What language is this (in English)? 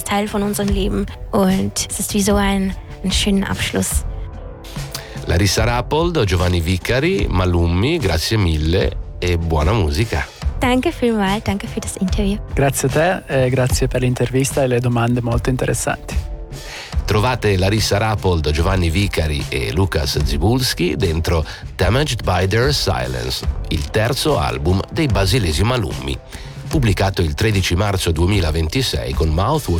Italian